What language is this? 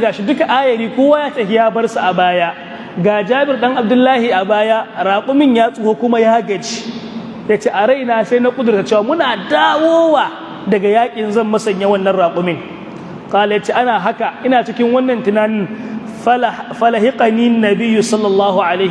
Hausa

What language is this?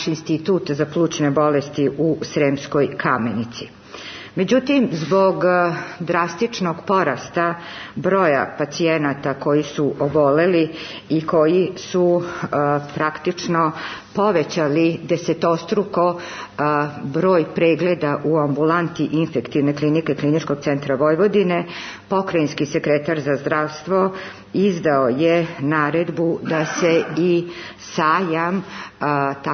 Serbian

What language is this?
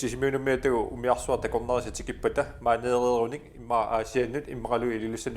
Kalaallisut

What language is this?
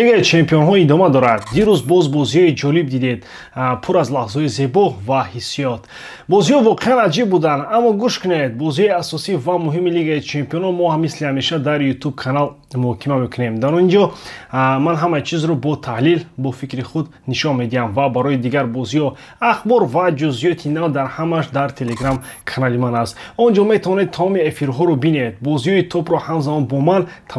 Tajik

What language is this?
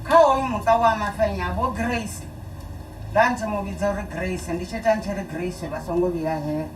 Venda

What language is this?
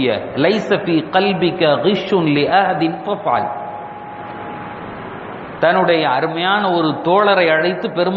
Tamil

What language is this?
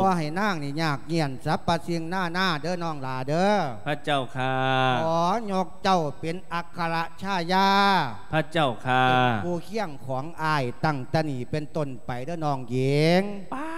Lao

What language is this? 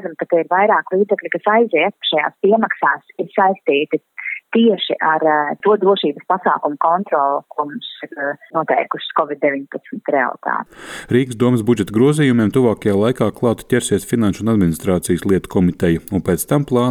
Latvian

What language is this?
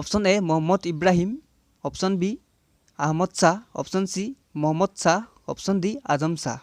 Assamese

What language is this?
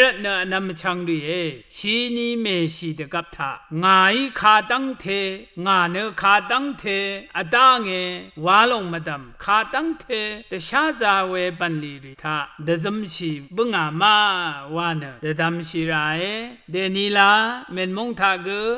Rawang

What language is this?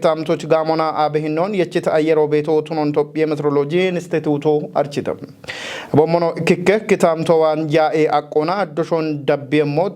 Kafa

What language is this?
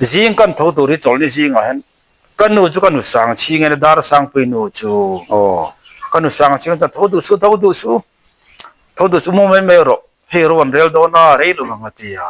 Mizo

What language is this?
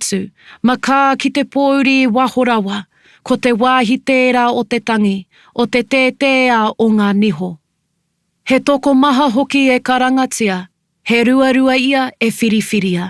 Māori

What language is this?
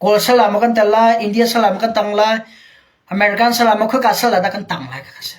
Hakha Chin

